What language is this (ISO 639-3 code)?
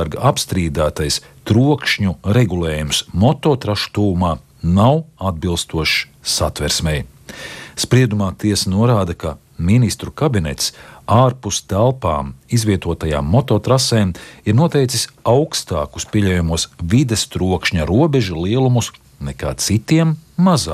lav